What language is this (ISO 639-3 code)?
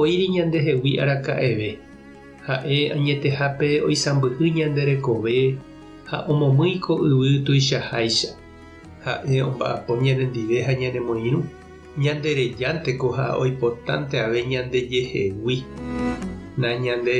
grn